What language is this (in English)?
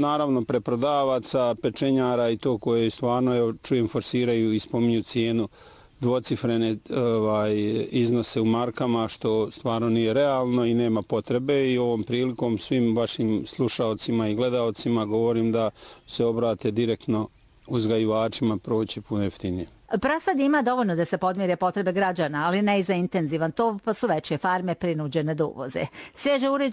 Bosnian